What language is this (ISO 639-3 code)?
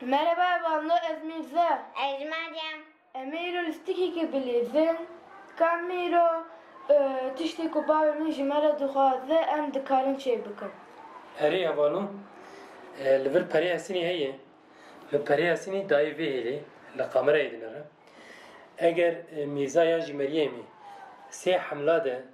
kur